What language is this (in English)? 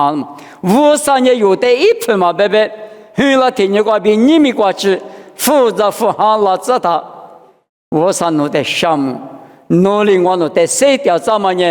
Lisu